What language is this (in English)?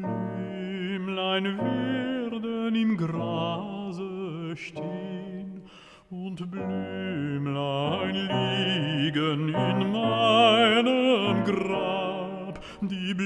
German